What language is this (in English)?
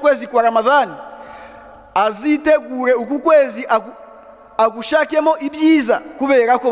Kinyarwanda